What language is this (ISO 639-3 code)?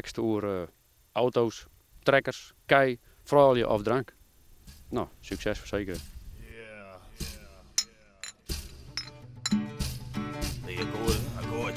nld